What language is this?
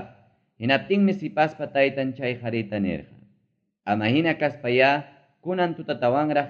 Ayacucho Quechua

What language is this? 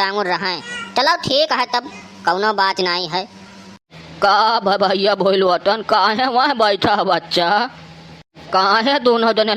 Awadhi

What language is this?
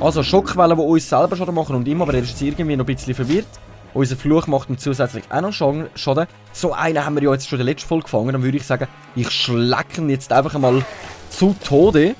Swiss German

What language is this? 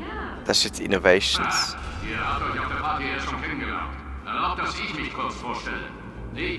Swiss German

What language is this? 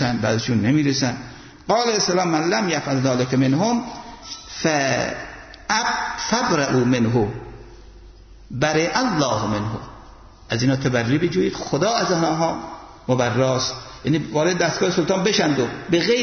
Persian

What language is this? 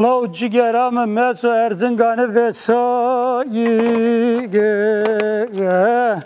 Zaza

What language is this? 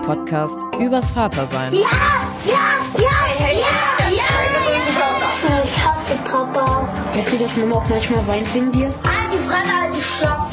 German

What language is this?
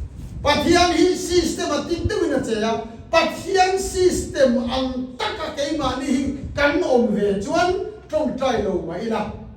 Mizo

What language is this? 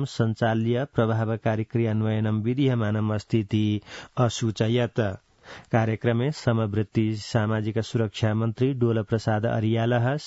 Sanskrit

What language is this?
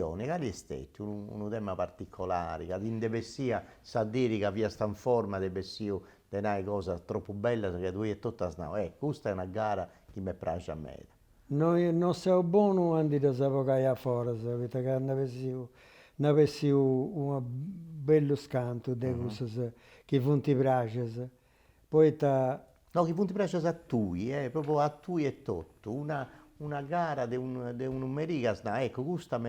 Sardinian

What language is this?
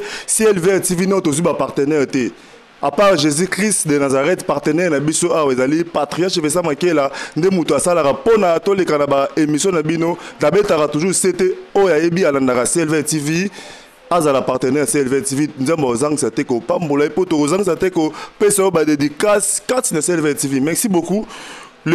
Lingala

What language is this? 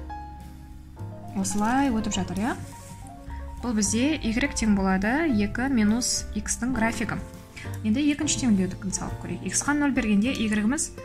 Kazakh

